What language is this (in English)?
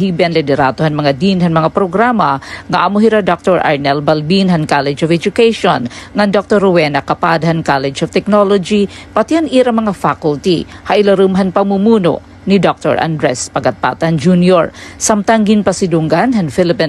Waray